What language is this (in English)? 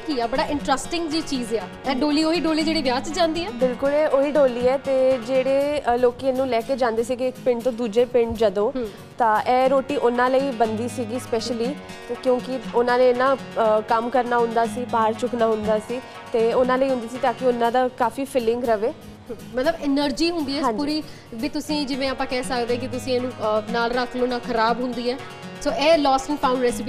Punjabi